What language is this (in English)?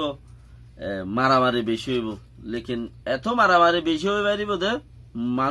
Rohingya